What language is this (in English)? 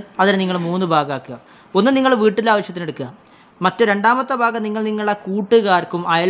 Malayalam